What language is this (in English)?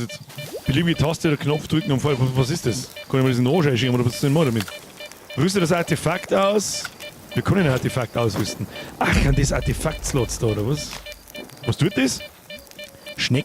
Bavarian